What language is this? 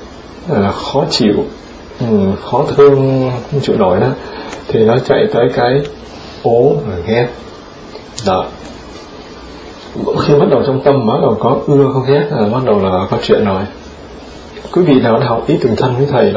Vietnamese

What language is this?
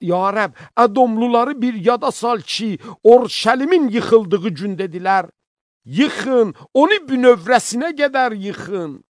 Azerbaijani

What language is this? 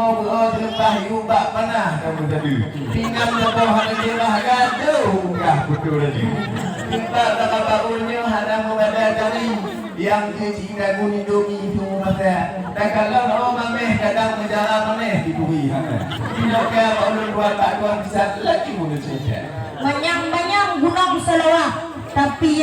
Achinese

